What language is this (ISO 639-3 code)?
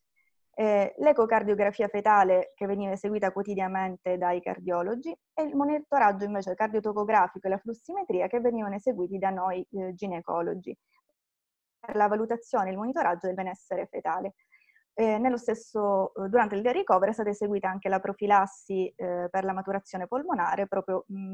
ita